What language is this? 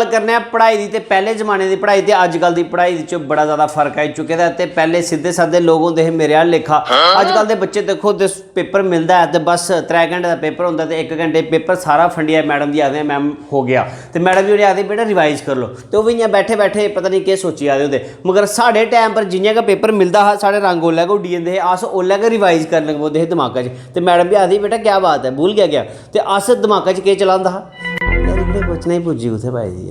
Dogri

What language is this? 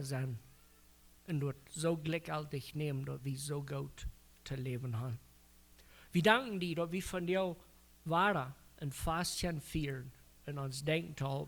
Plautdietsch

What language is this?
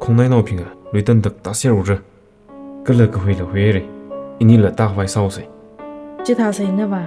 Tangkhul Naga (India)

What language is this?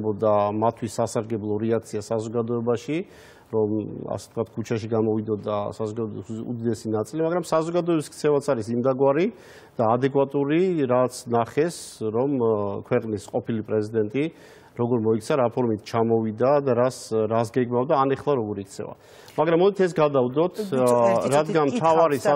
Georgian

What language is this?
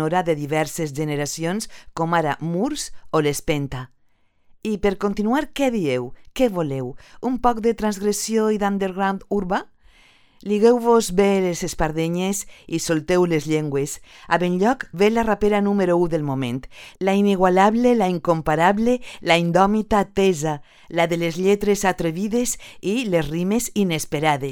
Catalan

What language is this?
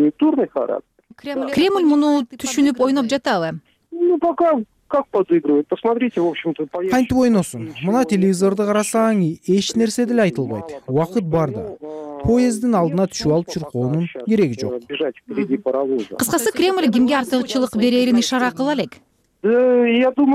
Kyrgyz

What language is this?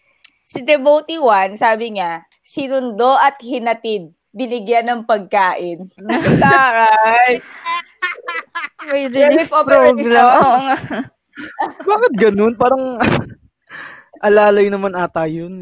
Filipino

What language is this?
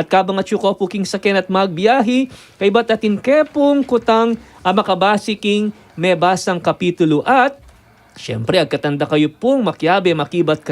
Pampanga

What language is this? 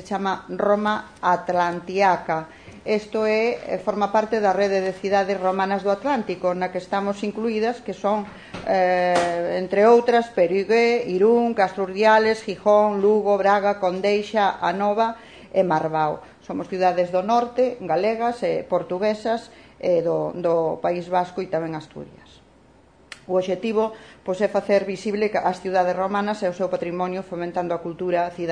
Galician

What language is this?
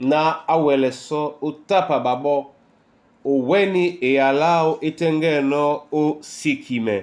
Duala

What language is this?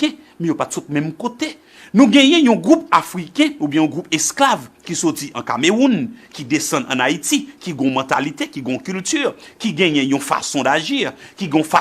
Haitian Creole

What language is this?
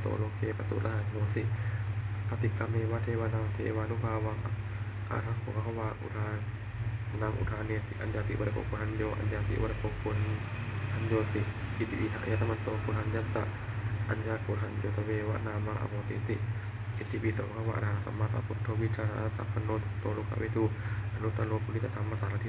Pali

